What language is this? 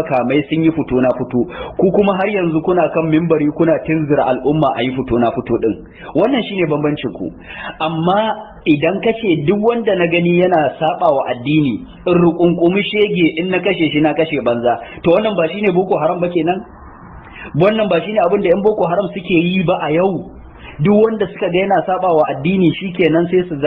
Hausa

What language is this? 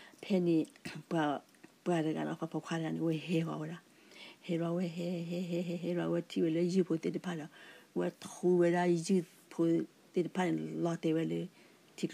S'gaw Karen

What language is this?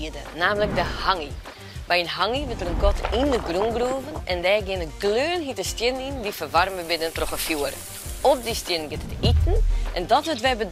Western Frisian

